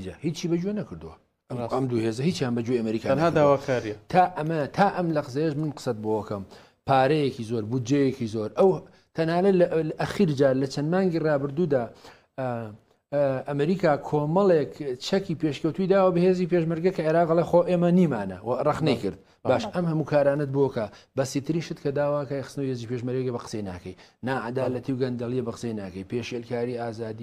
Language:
Central Kurdish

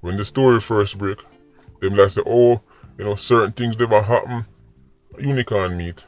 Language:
Jamaican Creole English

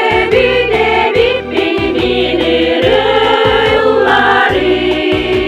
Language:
Yakut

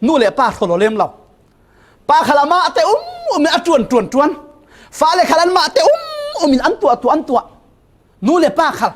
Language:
Falam Chin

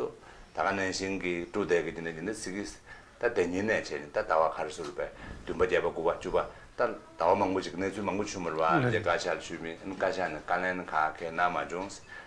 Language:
Tibetan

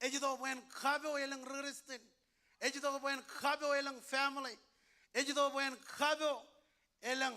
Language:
Marshallese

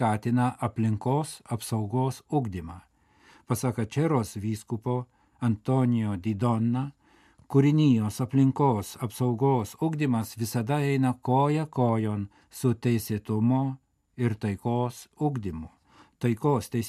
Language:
Lithuanian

